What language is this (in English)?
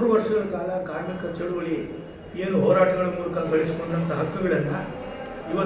Kannada